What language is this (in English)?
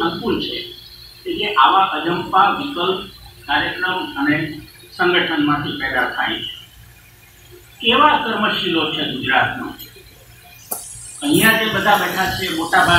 Gujarati